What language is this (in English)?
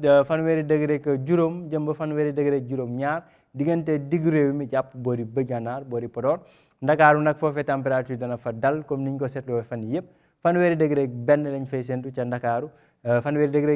Wolof